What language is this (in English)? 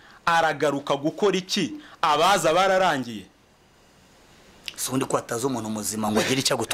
Kinyarwanda